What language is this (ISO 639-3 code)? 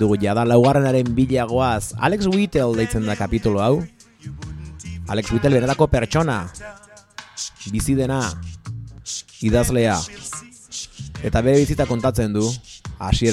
eus